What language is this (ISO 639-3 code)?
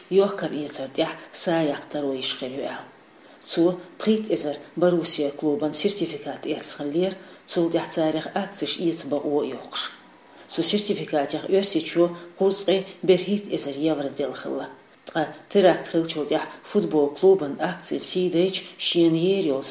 che